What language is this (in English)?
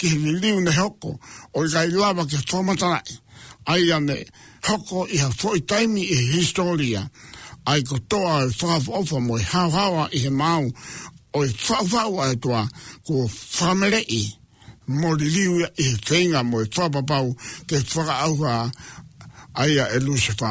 Tongan